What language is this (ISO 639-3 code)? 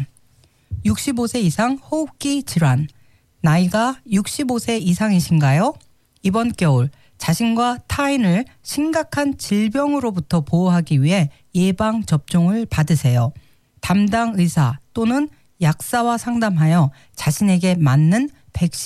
kor